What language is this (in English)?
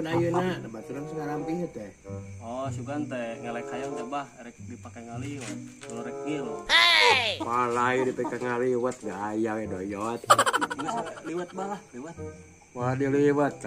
Sundanese